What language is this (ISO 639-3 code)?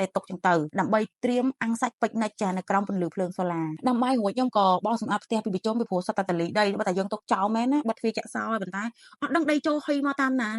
khm